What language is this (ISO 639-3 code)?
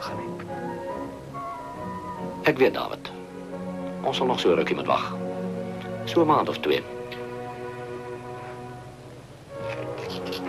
afr